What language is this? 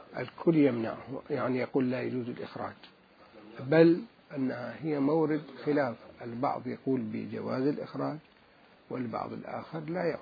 Mesopotamian Arabic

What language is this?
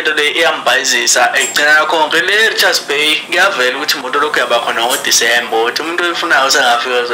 Zulu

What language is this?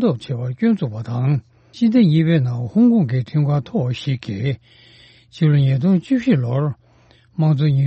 Tibetan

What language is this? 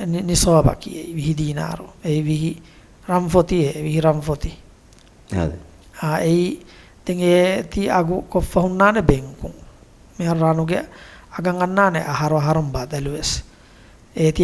Divehi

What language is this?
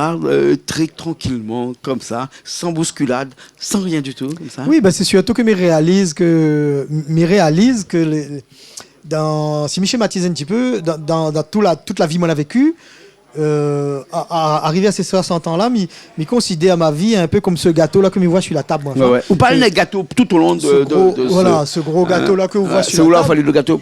Réunion Creole French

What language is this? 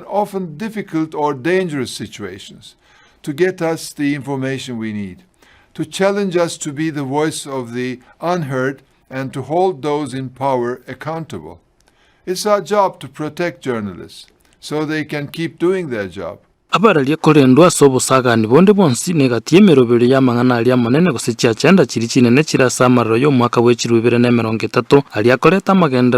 Gusii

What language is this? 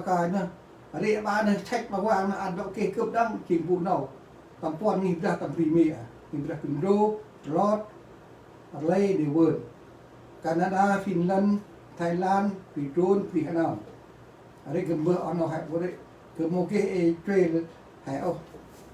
Central Mnong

